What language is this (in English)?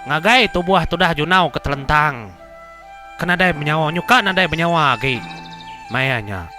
Iban